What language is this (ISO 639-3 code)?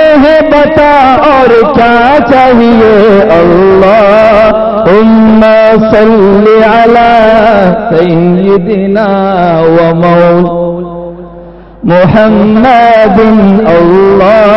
urd